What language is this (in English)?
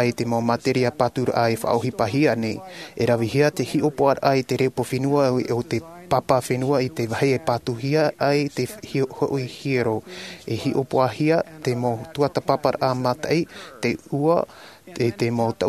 Tahitian